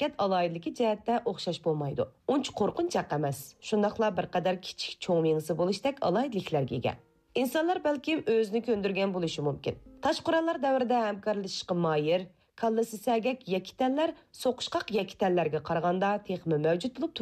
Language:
Uyghur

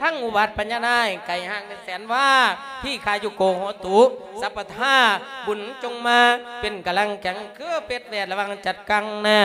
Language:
Lao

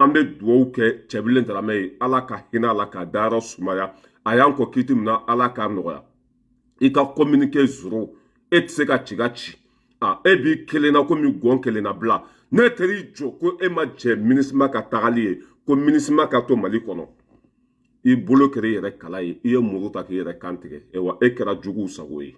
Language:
Bambara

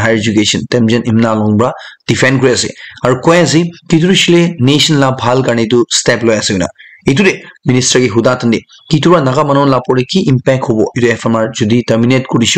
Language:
Naga Pidgin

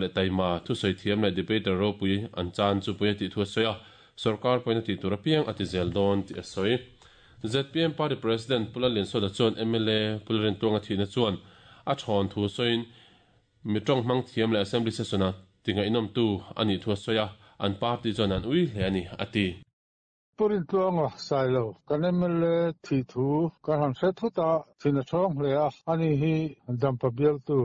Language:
Mizo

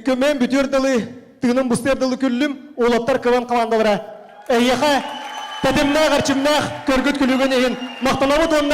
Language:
Yakut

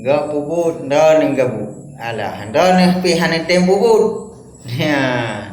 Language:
Achinese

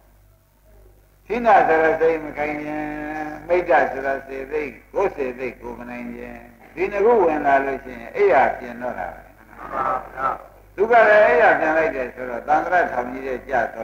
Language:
Burmese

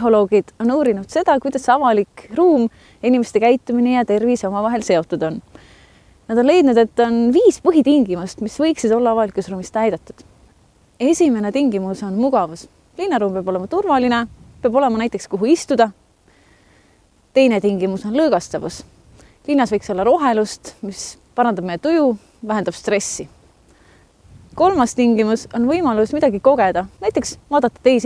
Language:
Estonian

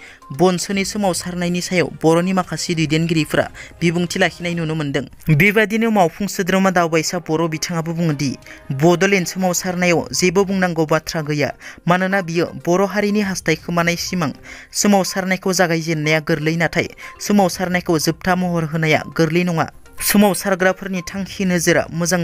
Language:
Bodo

